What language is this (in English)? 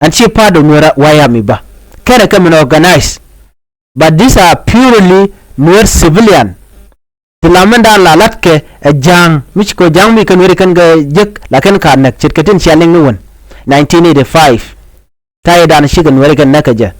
Nuer